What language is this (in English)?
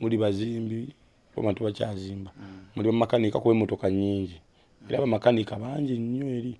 Ganda